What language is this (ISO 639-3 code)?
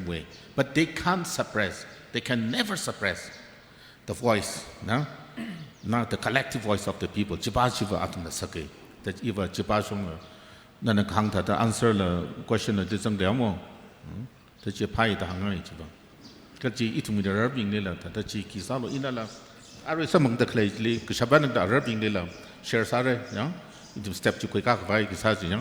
nmf